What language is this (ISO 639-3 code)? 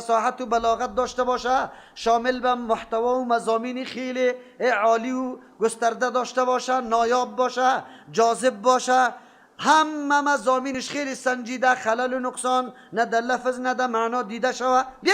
fas